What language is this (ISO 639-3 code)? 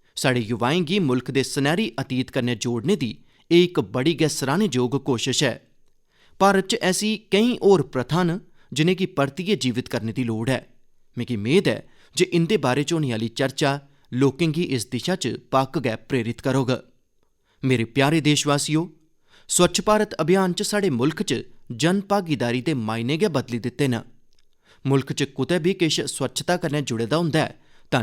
doi